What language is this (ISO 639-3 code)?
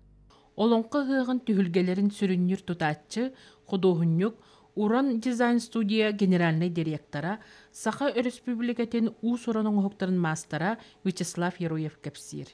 sah